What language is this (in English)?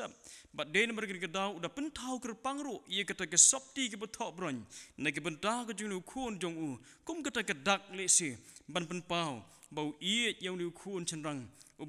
Khasi